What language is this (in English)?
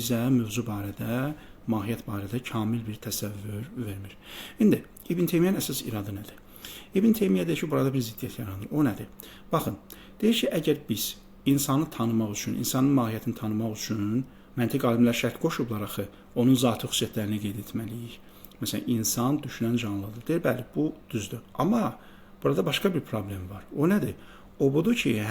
Azerbaijani